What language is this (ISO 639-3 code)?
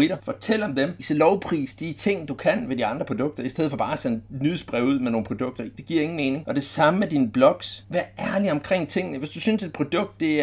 dan